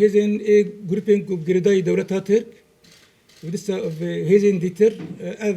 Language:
Kurdish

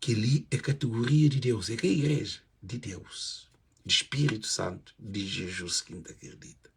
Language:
Kabuverdianu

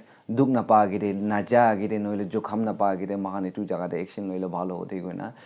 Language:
Naga Pidgin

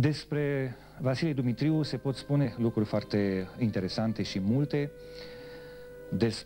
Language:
Romanian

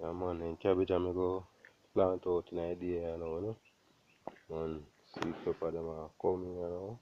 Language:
Jamaican Creole English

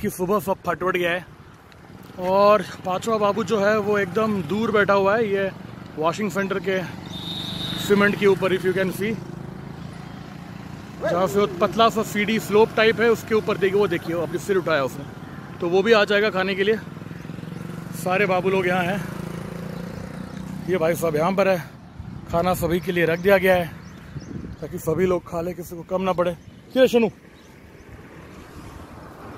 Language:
Hindi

